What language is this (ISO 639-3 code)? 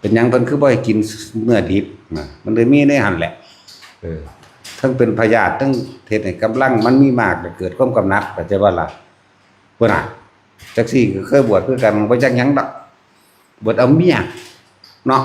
tts